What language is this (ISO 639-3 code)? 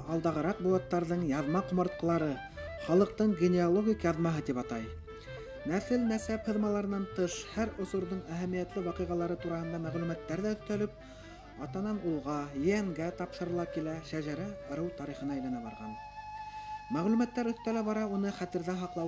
bak